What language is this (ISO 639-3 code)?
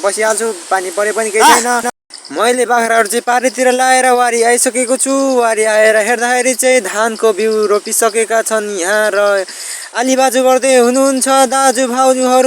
nep